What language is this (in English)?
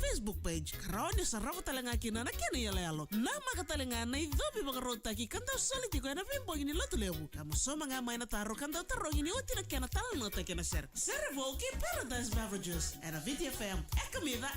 Fijian